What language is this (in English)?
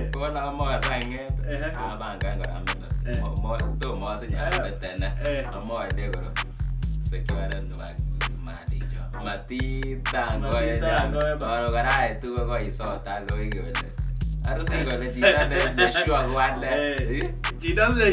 Kalenjin